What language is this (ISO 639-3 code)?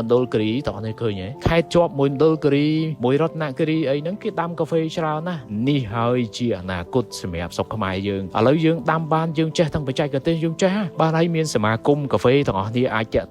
khm